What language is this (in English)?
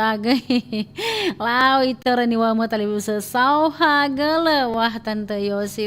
Nias